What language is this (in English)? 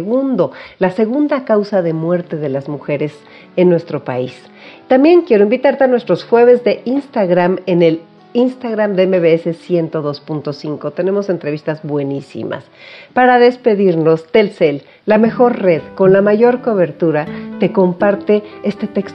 Spanish